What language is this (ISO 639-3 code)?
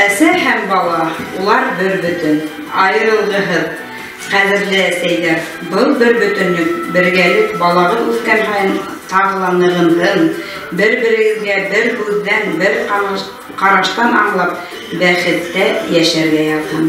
bak